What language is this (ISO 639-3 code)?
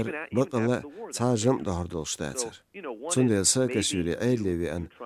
che